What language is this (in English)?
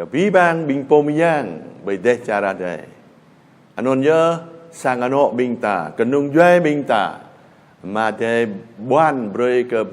Jarai